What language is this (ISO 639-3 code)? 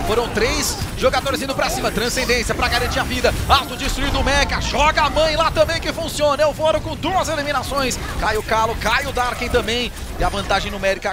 por